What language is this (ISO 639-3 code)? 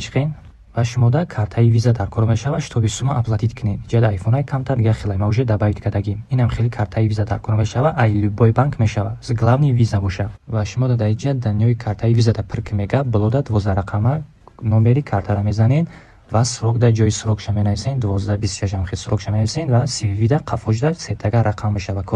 tgk